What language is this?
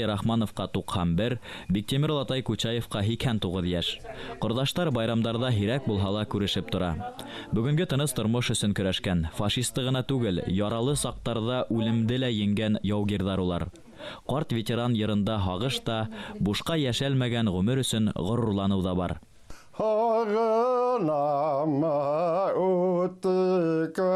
Bashkir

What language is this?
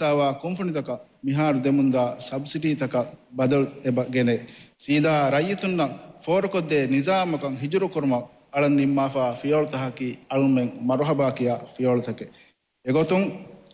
Divehi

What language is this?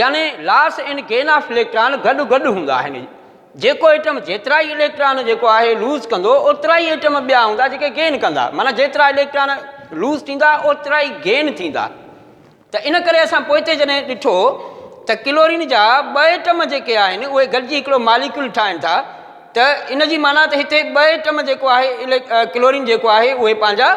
Sindhi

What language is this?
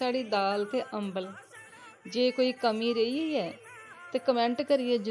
Dogri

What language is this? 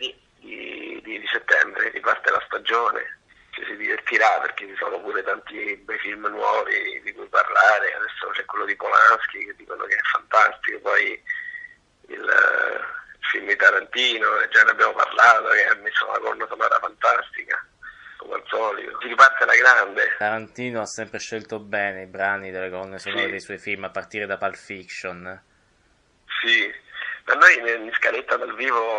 Italian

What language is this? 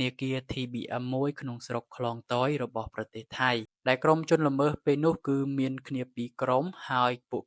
Khmer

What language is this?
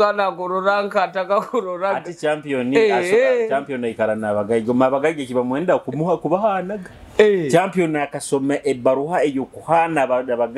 Nyoro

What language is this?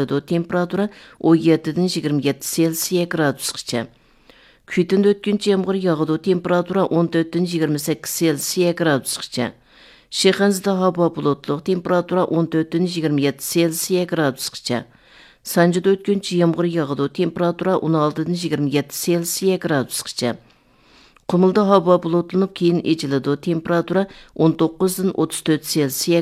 Uyghur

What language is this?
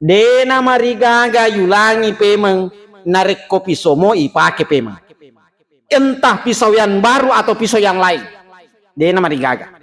Buginese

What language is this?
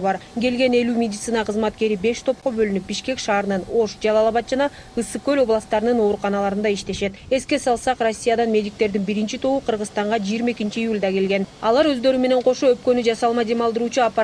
Kyrgyz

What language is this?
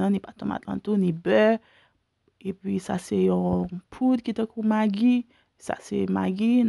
Haitian Creole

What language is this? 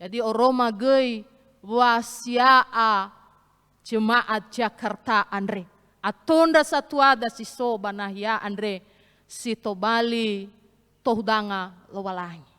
Nias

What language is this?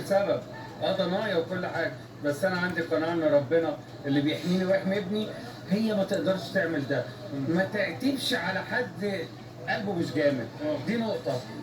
Egyptian Arabic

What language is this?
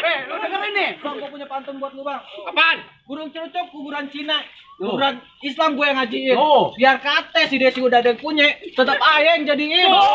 Betawi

